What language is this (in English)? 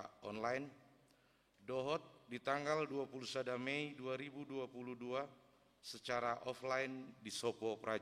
Batak Toba